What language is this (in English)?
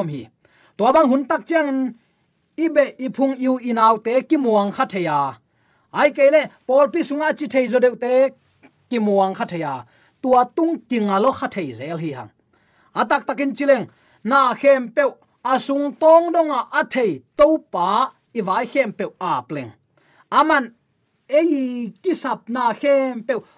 Tedim Chin